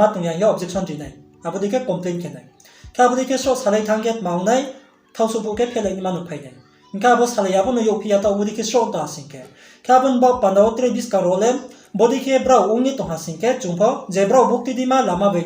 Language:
Riang (India)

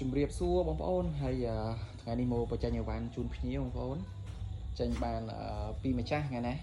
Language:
Khmer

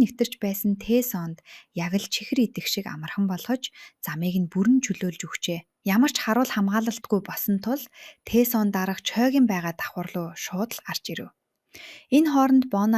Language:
Mongolian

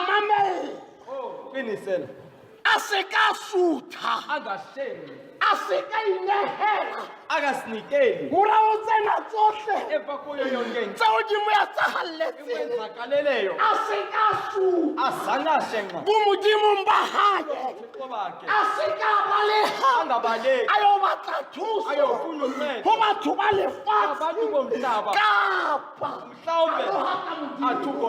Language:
Southern Sotho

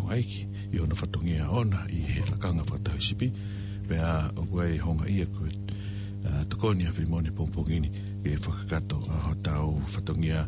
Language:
Tongan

